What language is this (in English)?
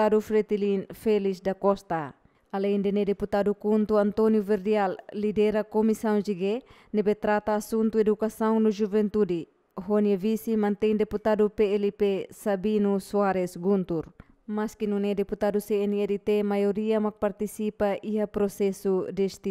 Tetum